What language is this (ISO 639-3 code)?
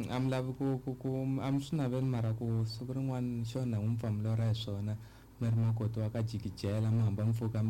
tso